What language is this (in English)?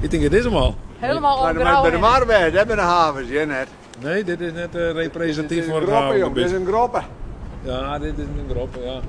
Western Frisian